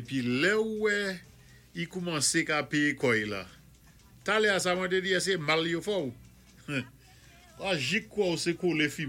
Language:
Saint Lucian Creole French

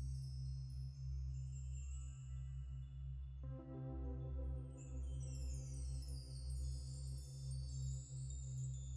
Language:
Finnish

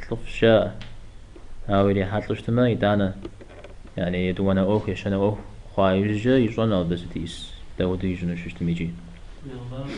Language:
Kabardian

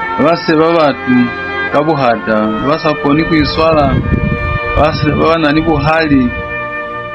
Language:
Lozi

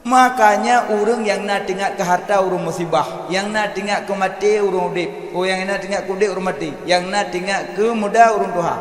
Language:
Achinese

